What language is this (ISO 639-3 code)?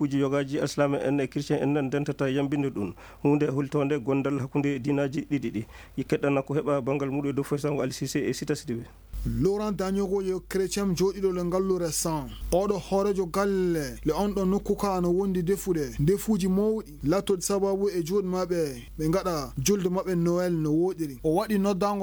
ful